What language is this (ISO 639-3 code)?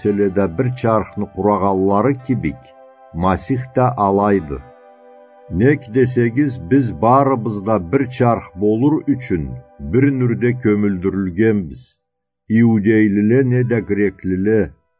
krc